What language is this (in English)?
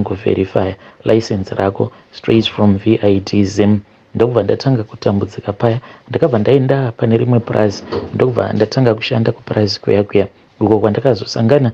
Shona